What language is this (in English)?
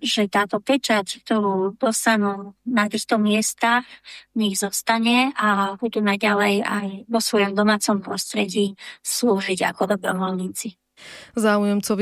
Slovak